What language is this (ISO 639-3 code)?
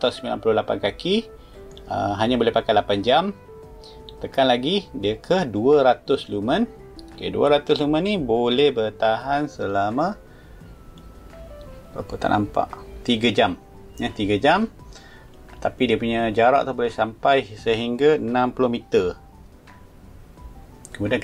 msa